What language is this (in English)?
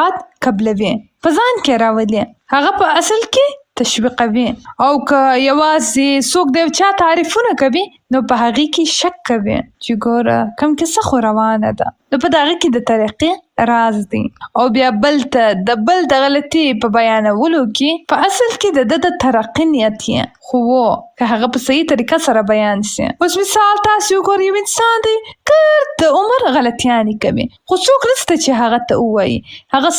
Pashto